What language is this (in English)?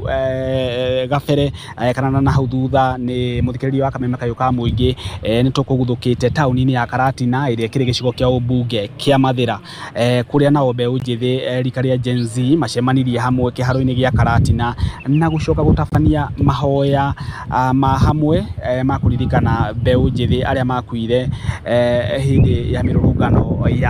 Kikuyu